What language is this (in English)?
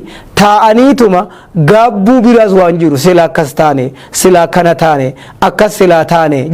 Oromo